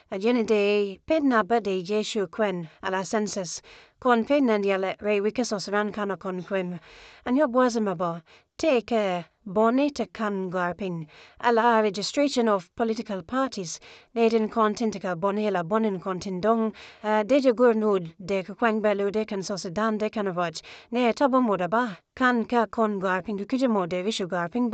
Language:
Nuer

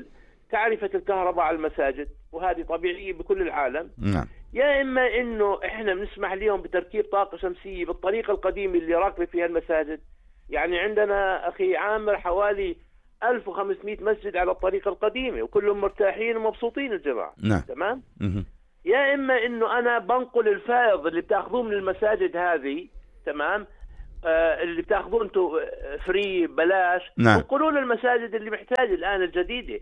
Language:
North Levantine Arabic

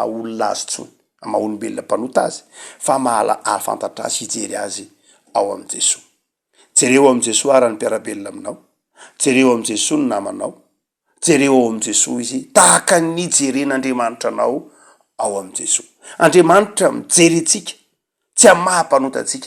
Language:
Malagasy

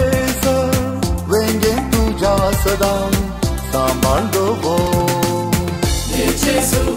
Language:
Konkani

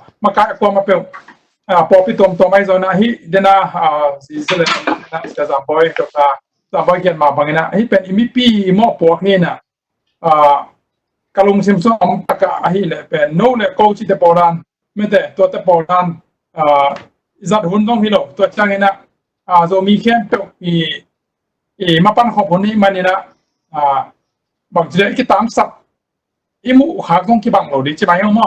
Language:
Tedim Chin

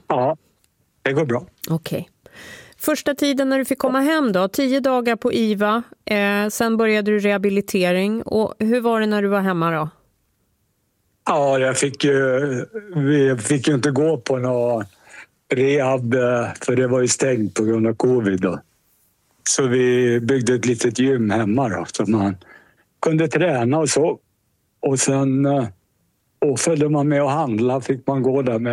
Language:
Swedish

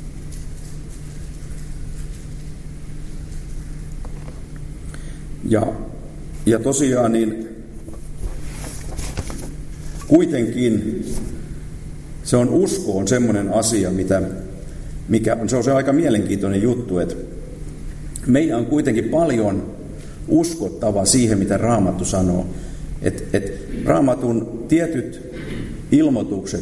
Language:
Finnish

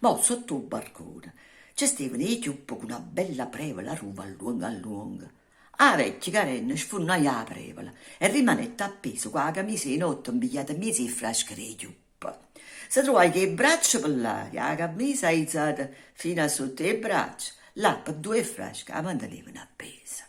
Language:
Neapolitan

